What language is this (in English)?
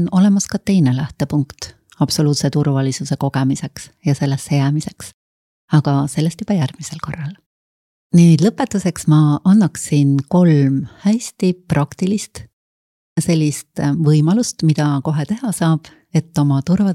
Estonian